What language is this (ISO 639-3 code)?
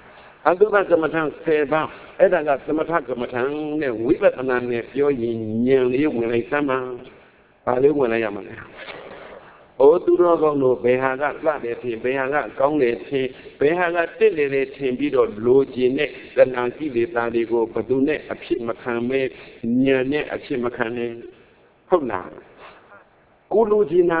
mya